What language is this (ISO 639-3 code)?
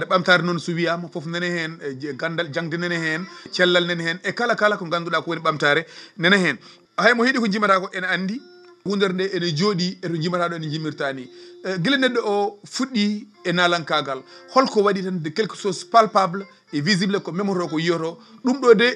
ful